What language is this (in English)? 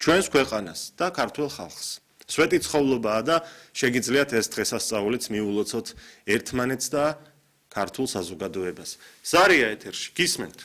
Georgian